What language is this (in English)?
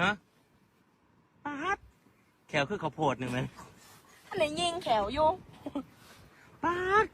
Northeastern Thai